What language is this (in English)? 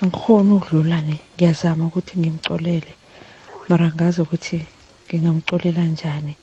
South Ndebele